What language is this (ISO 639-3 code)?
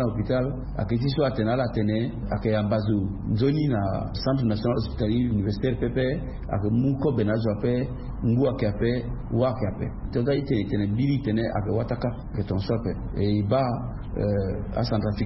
sag